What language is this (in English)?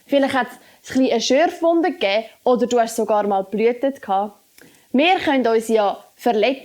Swiss German